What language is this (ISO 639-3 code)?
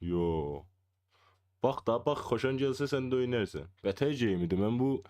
azb